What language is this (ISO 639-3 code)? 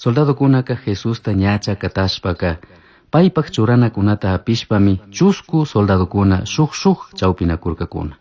qug